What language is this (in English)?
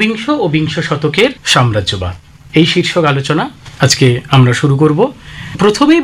Bangla